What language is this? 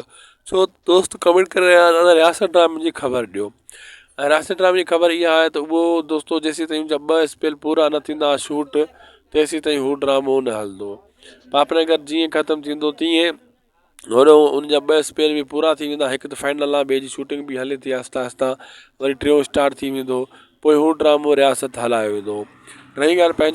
Sindhi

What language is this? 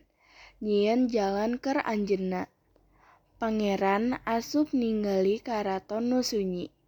Sundanese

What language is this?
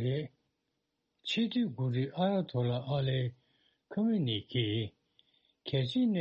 Tibetan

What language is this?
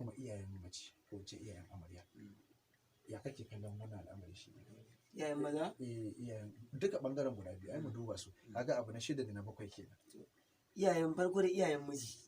Hausa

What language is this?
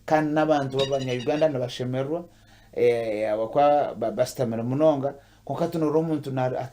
Nyankole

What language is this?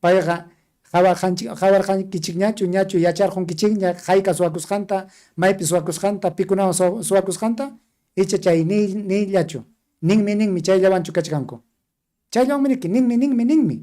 Ayacucho Quechua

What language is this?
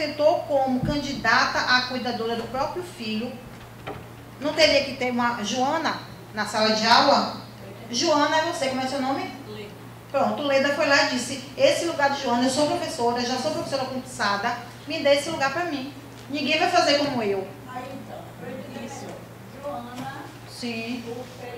Portuguese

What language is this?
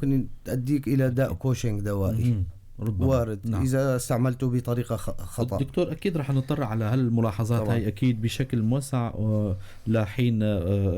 North Levantine Arabic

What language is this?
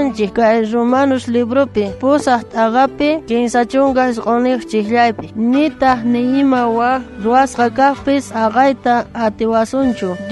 South Bolivian Quechua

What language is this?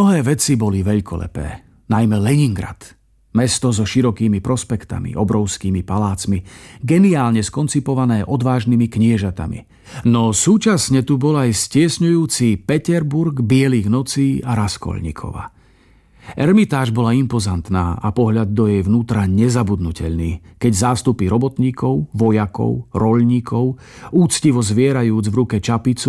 Slovak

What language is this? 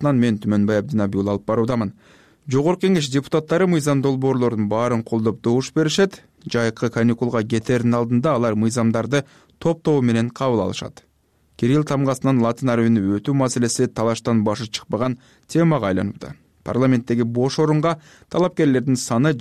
Kyrgyz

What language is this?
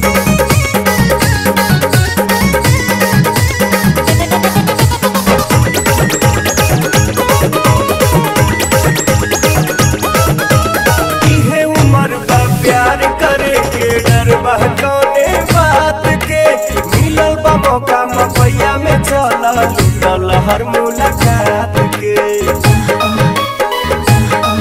Bhojpuri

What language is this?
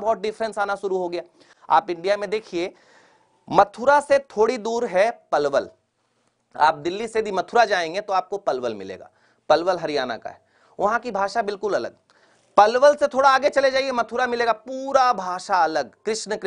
Hindi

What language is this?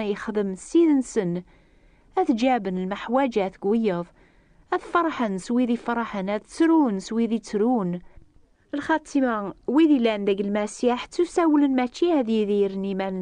Kabyle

